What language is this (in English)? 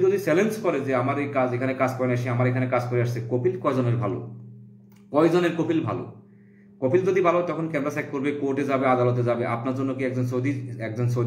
Bangla